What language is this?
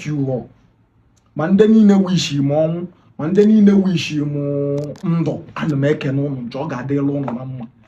Igbo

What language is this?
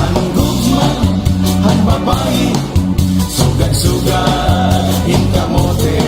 Waray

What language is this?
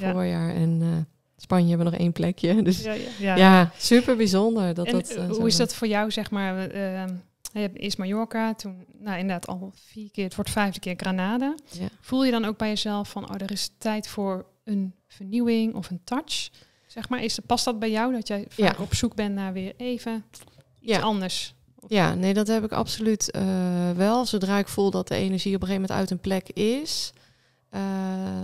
Dutch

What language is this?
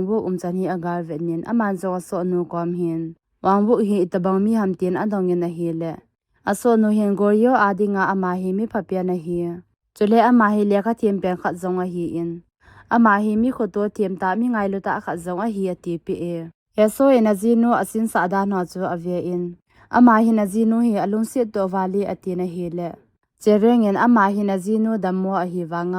Thado Chin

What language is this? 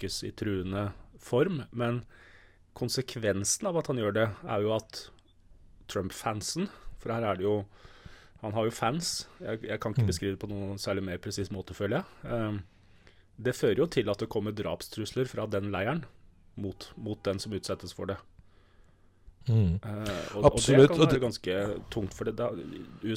Norwegian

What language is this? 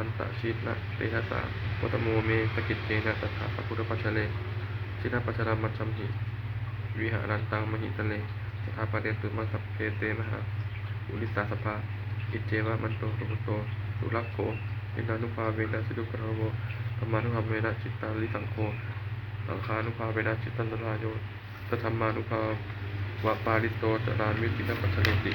Pali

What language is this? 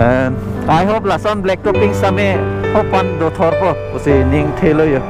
Karbi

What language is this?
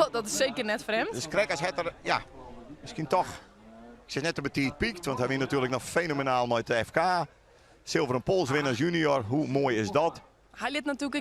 Western Frisian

